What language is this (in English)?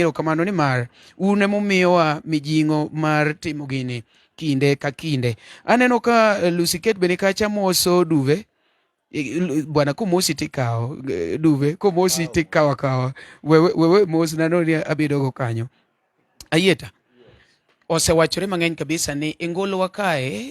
Luo (Kenya and Tanzania)